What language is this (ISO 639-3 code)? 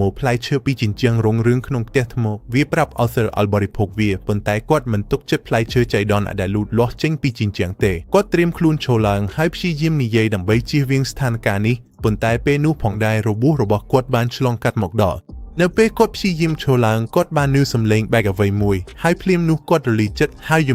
khm